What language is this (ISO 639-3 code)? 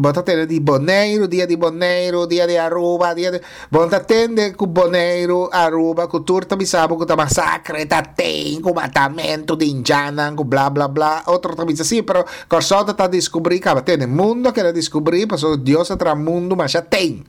pap